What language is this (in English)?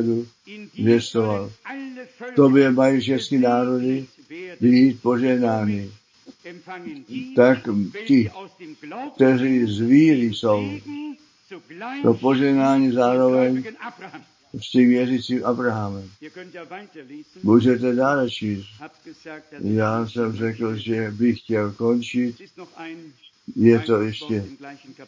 Czech